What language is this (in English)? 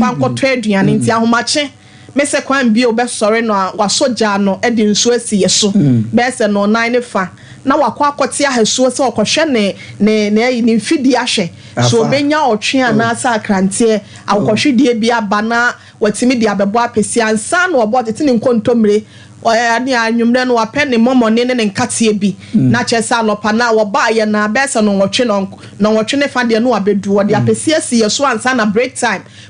Akan